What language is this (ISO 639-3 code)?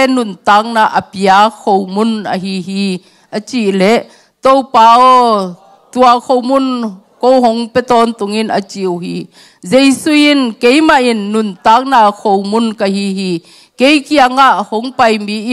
ctd